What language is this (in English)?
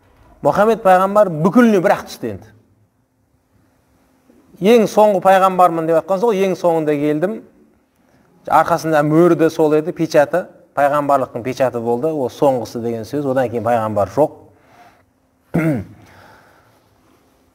Kazakh